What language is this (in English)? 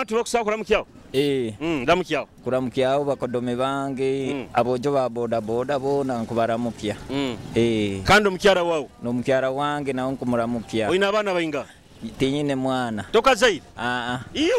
Nyoro